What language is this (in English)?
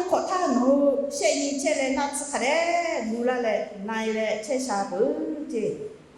Lahu